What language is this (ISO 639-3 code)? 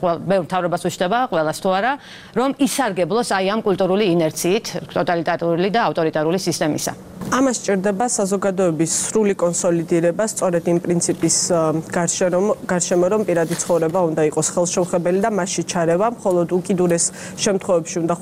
kat